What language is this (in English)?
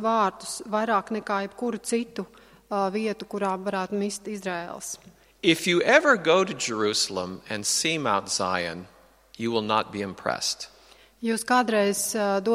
Latvian